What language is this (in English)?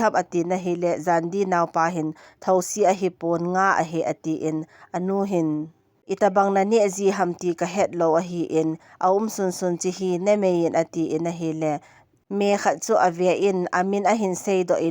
Thado Chin